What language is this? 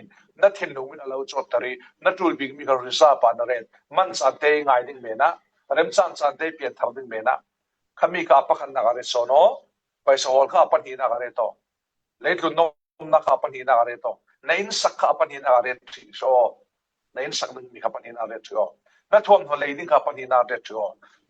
Falam Chin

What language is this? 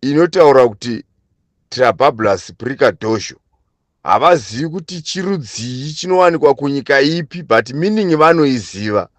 Shona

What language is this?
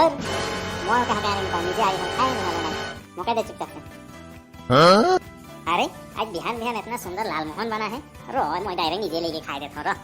Sadri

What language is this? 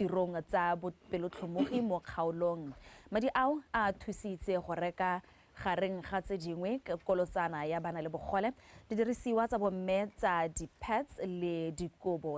Tswana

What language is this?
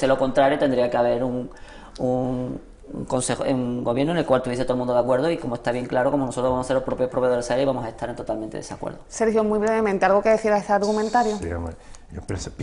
Spanish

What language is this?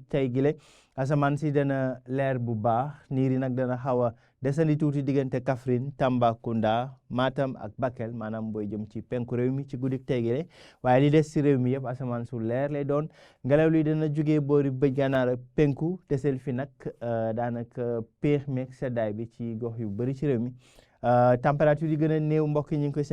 Wolof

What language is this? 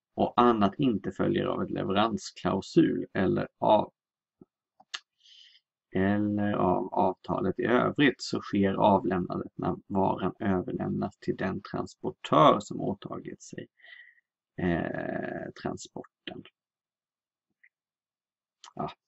Swedish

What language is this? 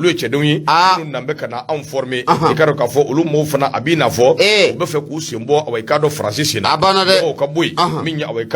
Bambara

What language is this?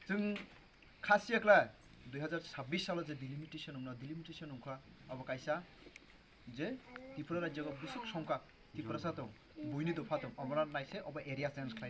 Kok Borok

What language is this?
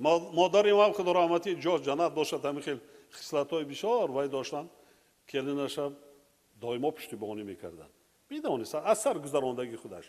Tajik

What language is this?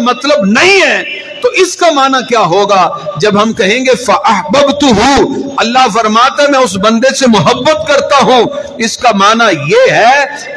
Urdu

